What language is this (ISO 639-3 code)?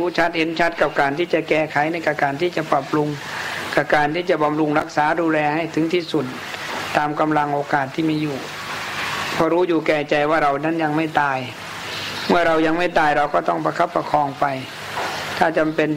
tha